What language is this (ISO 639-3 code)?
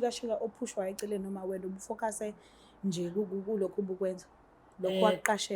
zul